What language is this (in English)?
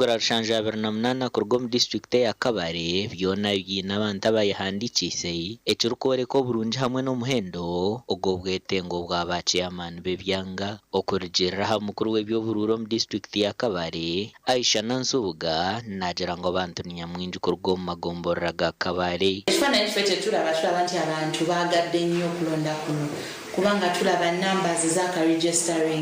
Nyankole